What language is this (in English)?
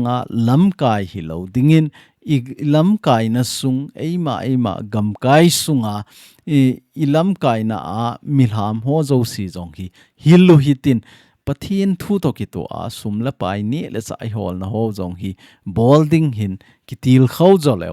Thado Chin